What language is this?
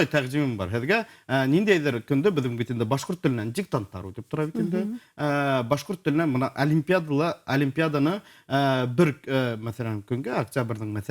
Bashkir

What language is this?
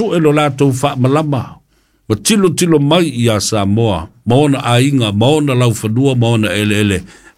Samoan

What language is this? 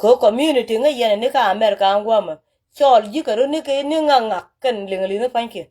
Nuer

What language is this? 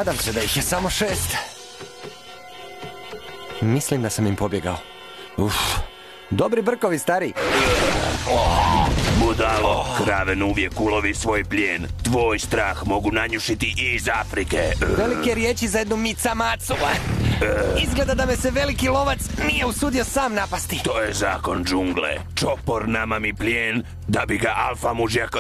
Croatian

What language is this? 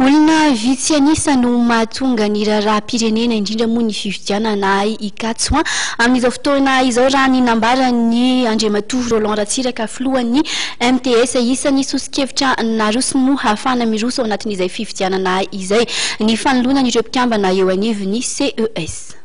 Malagasy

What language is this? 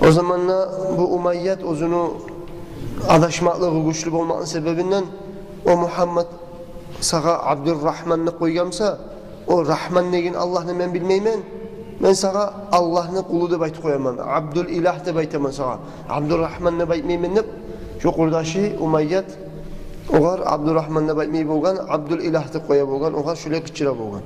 Kumyk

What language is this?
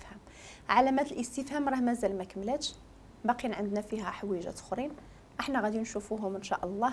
Moroccan Arabic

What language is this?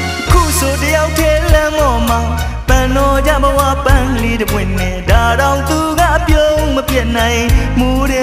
Burmese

